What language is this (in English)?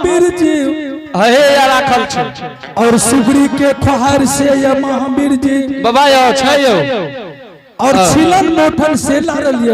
Angika